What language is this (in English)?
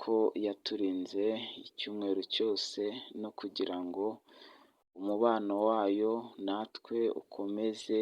Kinyarwanda